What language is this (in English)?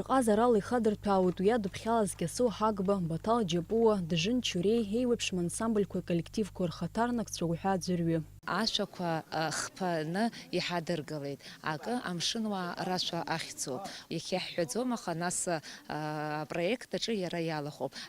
Abkhazian